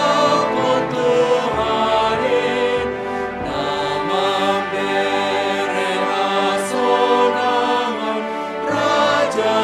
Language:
Batak Simalungun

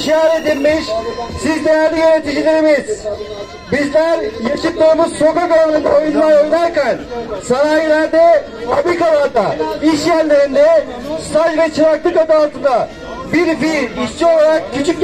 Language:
Turkish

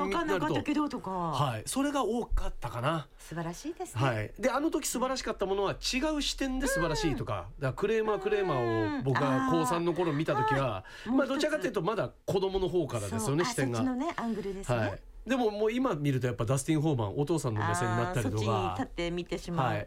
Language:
Japanese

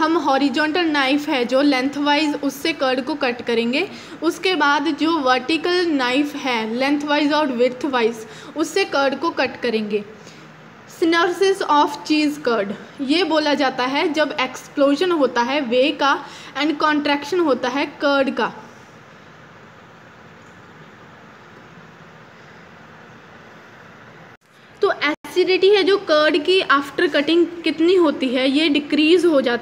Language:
Hindi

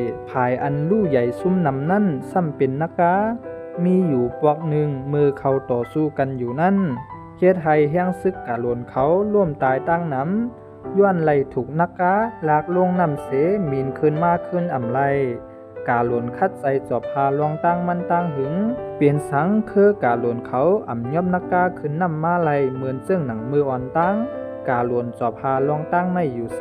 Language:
Shan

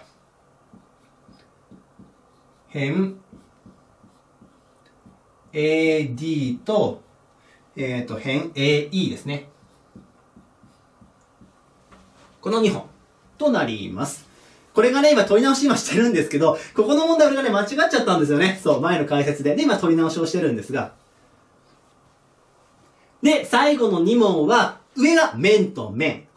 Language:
Japanese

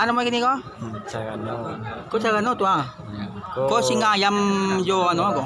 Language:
Minangkabau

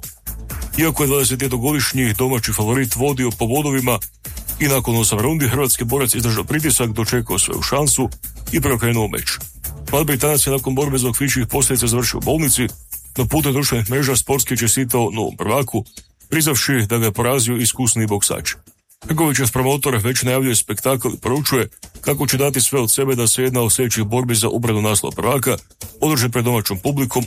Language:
Croatian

